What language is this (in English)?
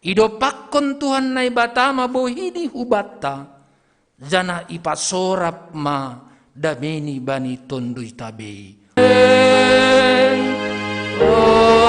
Batak Simalungun